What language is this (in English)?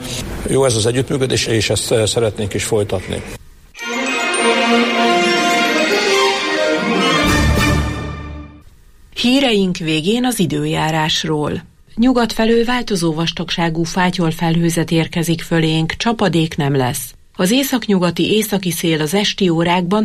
Hungarian